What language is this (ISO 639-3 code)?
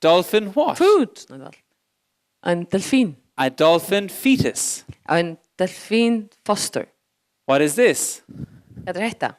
fao